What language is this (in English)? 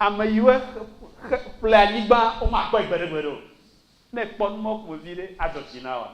Ewe